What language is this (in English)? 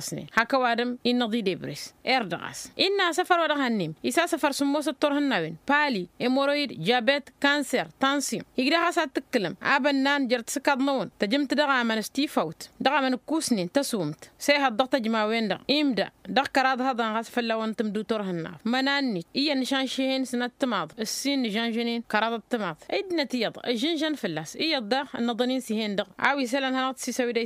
Tamasheq